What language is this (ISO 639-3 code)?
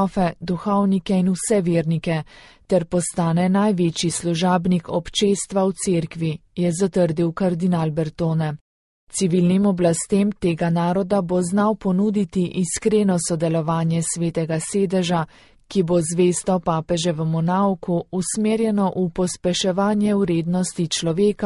slv